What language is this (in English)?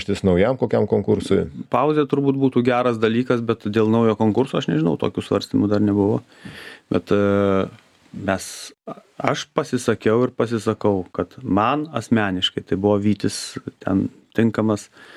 Lithuanian